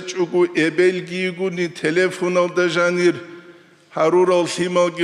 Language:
Avaric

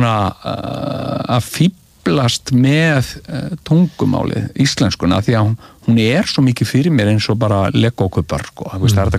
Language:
Icelandic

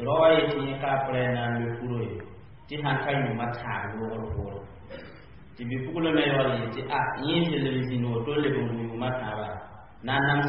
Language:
Mossi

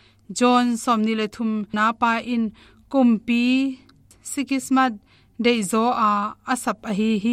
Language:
Tedim Chin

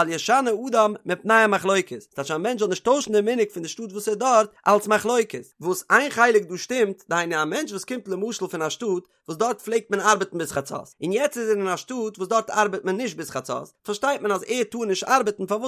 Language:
Yiddish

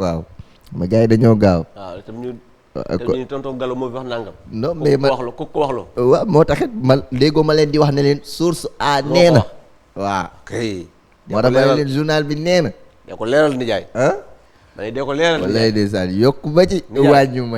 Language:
Wolof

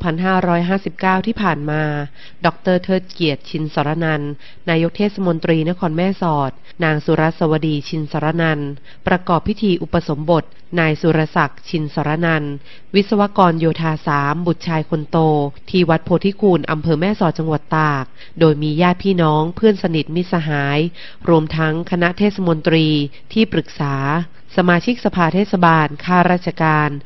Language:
Thai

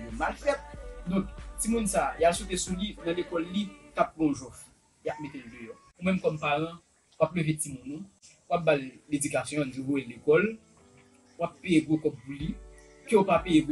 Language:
Haitian Creole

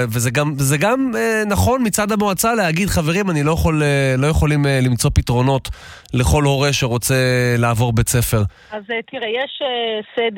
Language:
Hebrew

